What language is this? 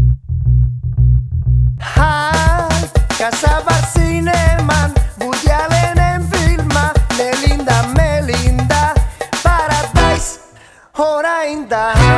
Basque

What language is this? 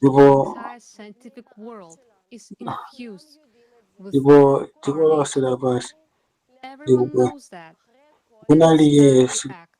Nyanja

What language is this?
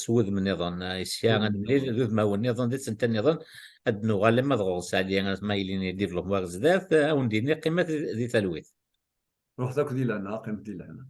Kabyle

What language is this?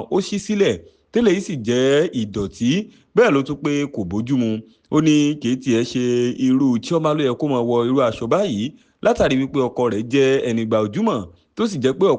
Yoruba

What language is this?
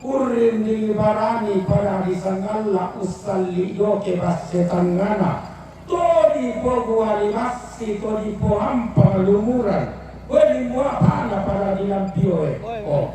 Toraja-Sa'dan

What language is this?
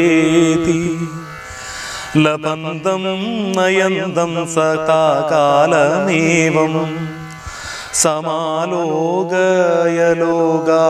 Malayalam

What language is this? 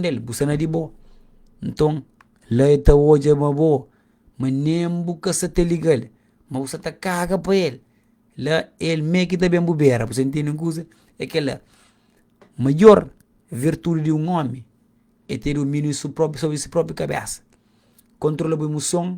Kabuverdianu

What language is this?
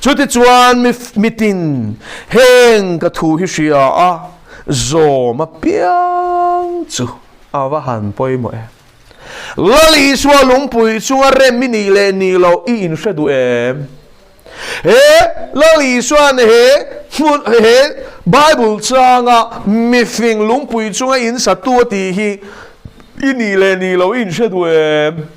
Mizo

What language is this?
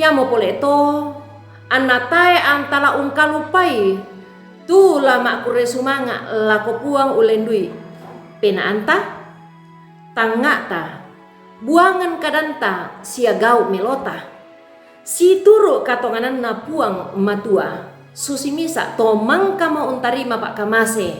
Toraja-Sa'dan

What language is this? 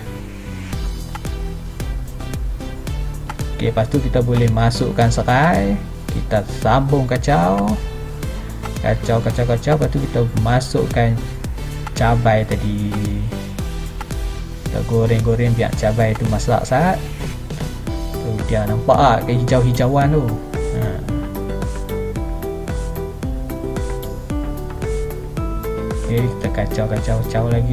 Malay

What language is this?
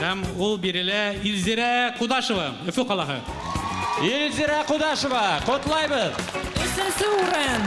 Bashkir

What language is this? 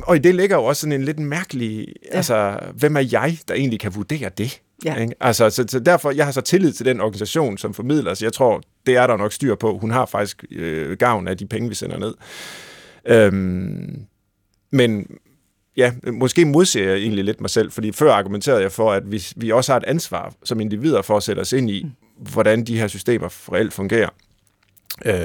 Danish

